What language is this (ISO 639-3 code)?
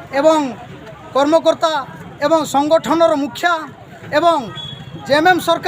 sat